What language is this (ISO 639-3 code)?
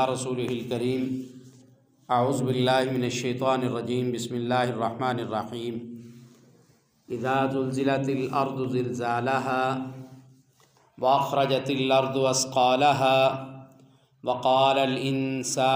urd